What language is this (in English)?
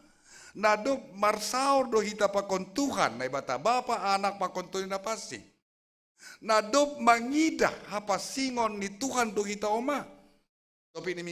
Batak Simalungun